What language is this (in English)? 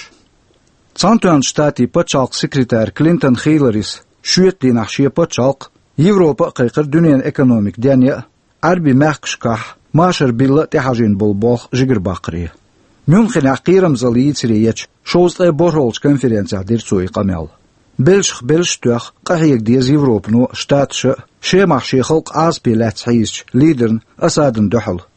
Chechen